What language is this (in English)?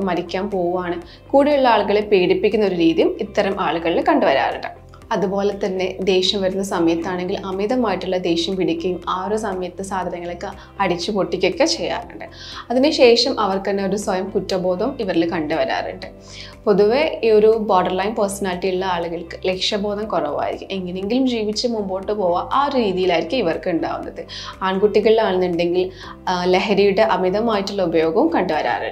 Malayalam